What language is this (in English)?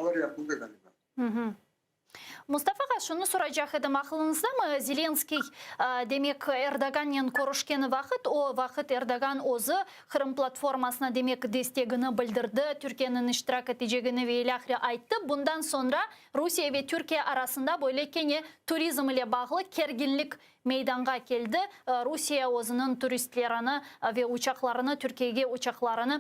Crimean Tatar